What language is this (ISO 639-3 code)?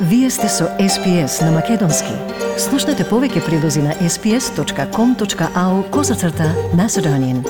mkd